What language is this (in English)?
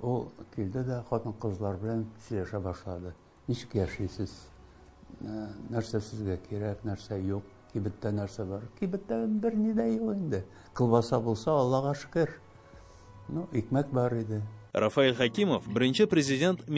Tatar